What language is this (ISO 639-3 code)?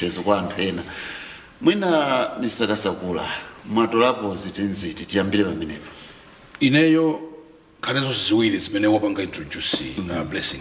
nya